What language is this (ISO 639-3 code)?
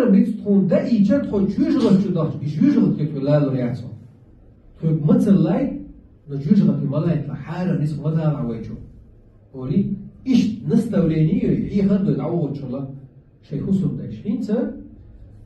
che